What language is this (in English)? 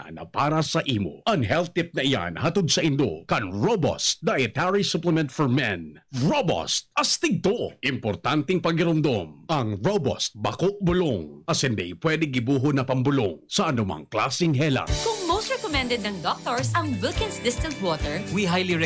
Bikol